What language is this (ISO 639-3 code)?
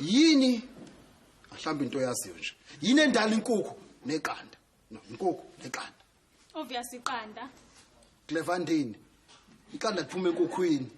zul